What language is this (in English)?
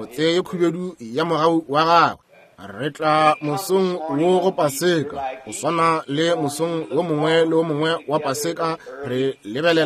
Northern Sotho